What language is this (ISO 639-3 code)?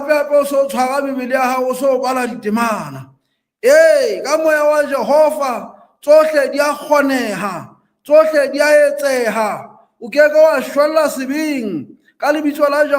sot